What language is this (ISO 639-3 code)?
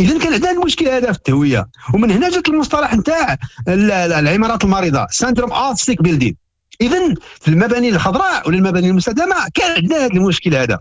ary